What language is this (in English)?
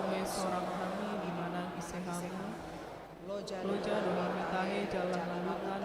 Batak Toba